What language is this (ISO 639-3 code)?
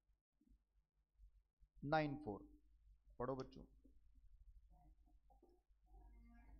hin